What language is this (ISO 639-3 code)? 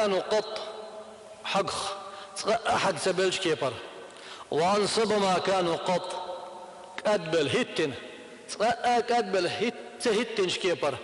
che